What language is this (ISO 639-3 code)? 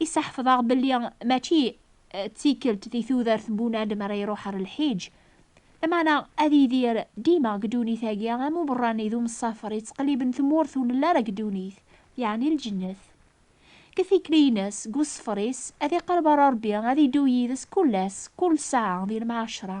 kab